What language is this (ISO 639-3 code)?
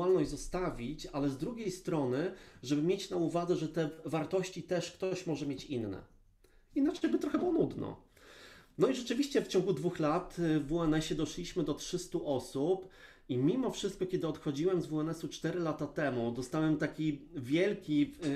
pol